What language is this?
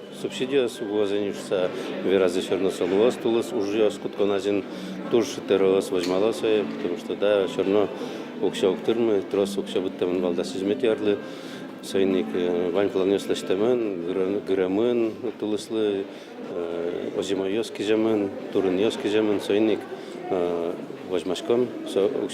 Udmurt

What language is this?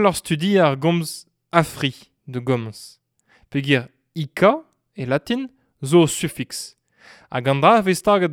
Breton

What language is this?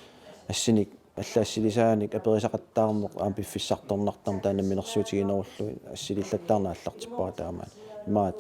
Kalaallisut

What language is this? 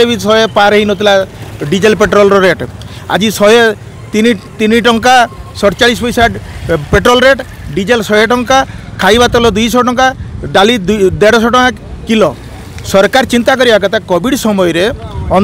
Odia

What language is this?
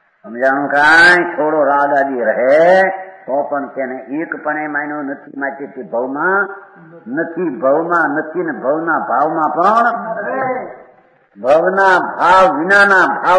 Gujarati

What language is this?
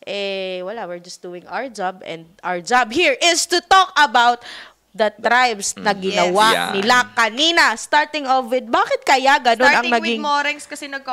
Filipino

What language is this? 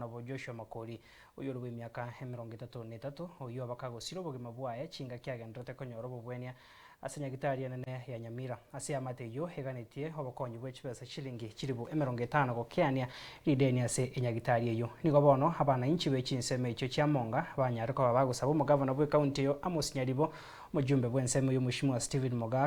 Gusii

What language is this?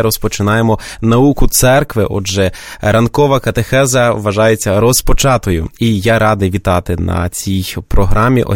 Ukrainian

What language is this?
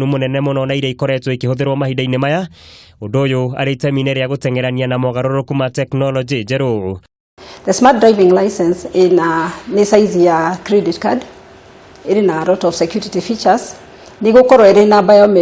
Kikuyu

